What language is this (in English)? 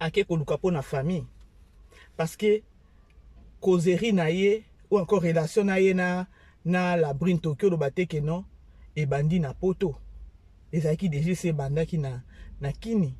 Lingala